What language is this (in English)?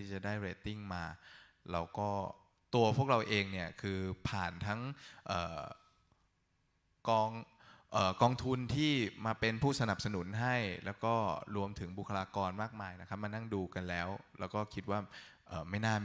Thai